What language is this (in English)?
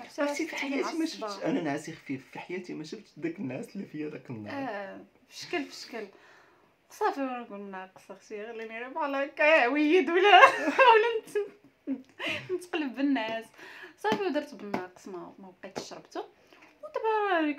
Moroccan Arabic